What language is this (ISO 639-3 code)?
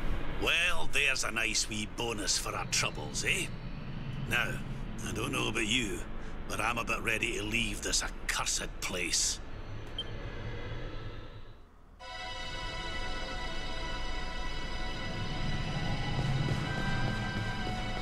spa